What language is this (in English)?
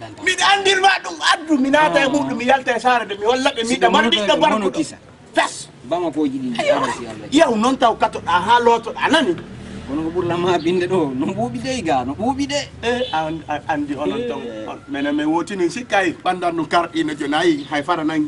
Fula